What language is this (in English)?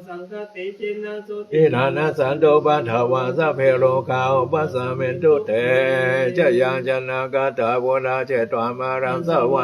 Pali